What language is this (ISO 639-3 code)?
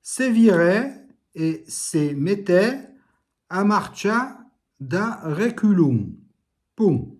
oci